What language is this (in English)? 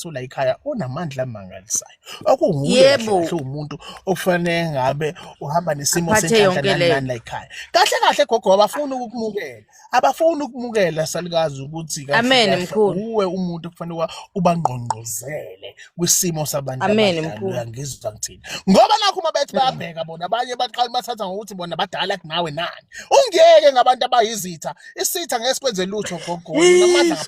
Zulu